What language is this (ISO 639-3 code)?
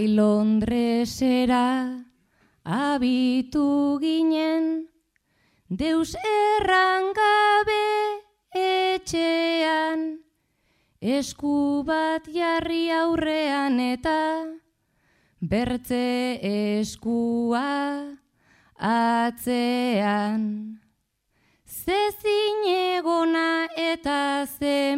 eus